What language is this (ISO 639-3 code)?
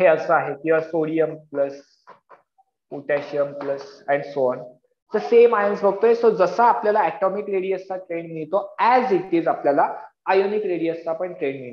mar